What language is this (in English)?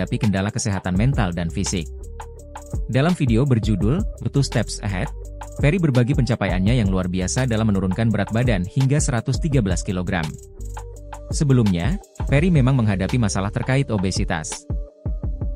Indonesian